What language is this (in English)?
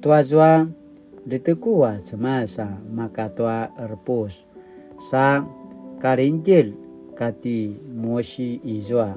Paiwan